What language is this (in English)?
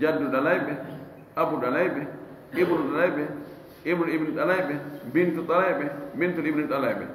Fula